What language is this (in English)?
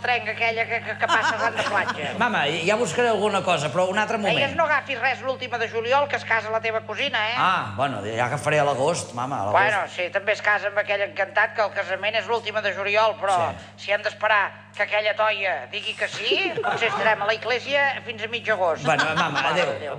Catalan